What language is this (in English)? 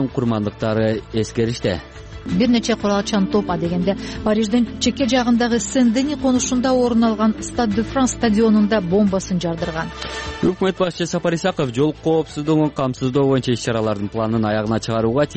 Kyrgyz